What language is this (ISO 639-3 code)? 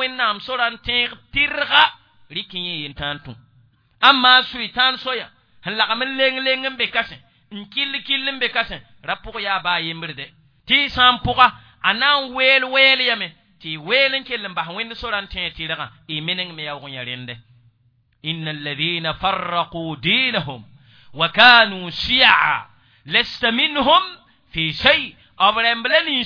mos